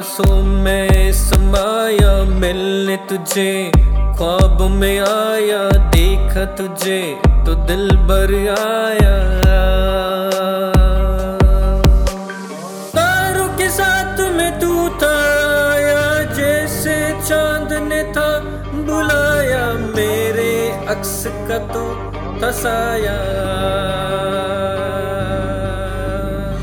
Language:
Hindi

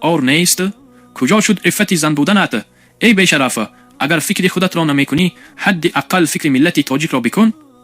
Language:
Tajik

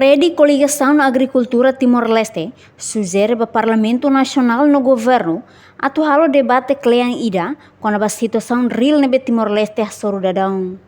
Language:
Tetum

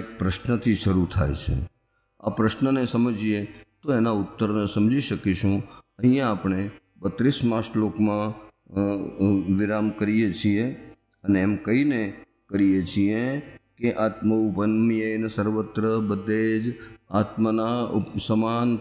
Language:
Gujarati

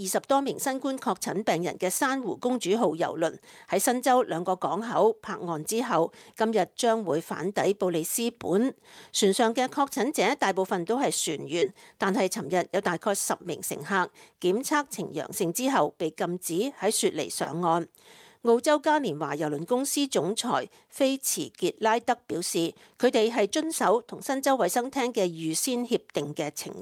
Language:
Cantonese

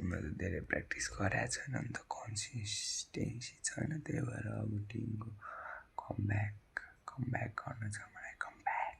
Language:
Nepali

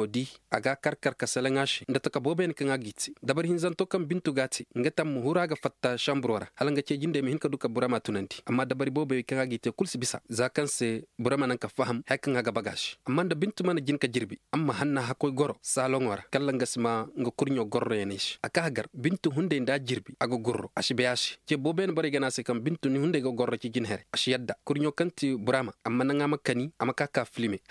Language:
Koyraboro Senni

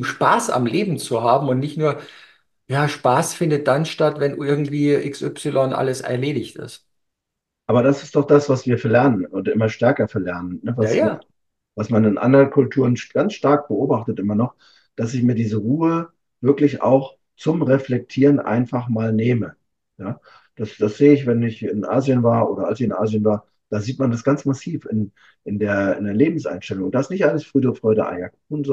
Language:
German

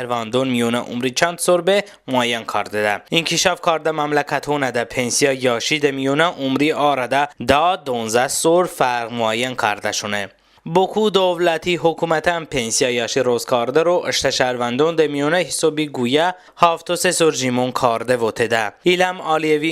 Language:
Talysh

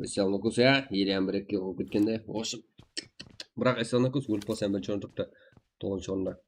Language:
Kara-Kalpak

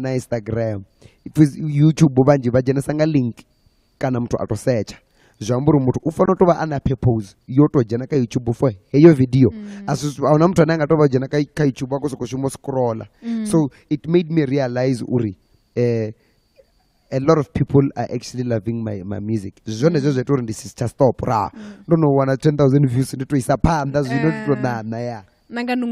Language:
Venda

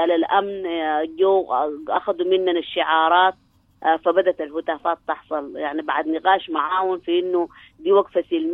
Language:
Sudanese Arabic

